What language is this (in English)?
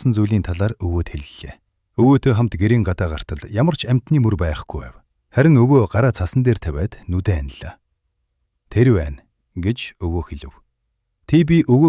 Mongolian